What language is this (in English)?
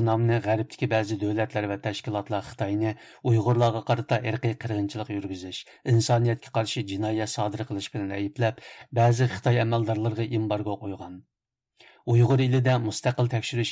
Uyghur